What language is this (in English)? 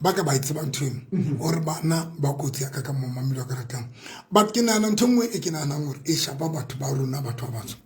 Southern Sotho